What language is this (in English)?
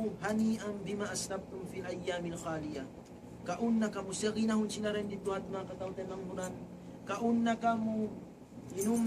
Tausug